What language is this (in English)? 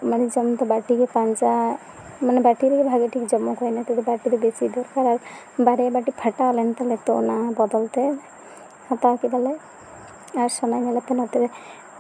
Santali